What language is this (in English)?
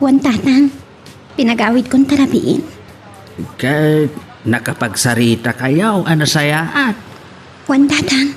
Iloko